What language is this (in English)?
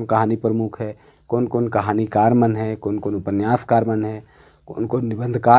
Sadri